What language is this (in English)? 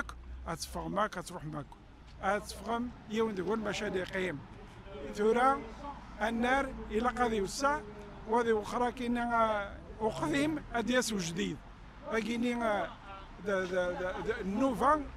Kabyle